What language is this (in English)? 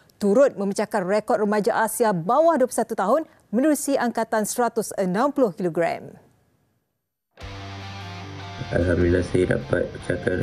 Malay